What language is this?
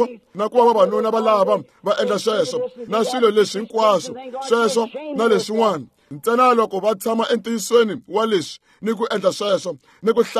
Tsonga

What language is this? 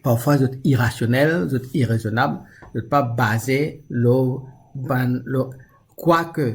Morisyen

